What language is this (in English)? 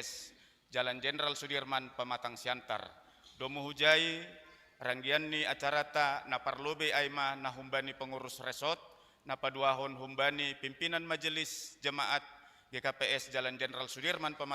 Batak Simalungun